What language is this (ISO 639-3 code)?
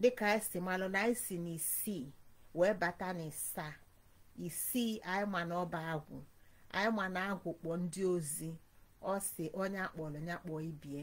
ibo